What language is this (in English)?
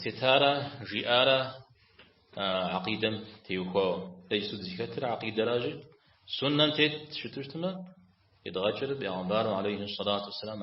Kabardian